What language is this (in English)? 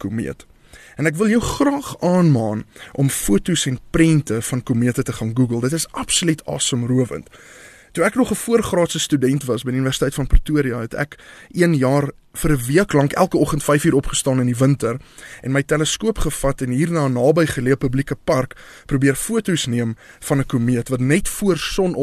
Afrikaans